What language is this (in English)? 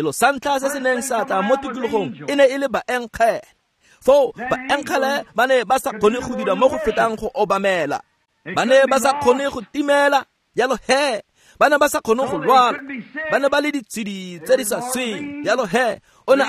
Tswana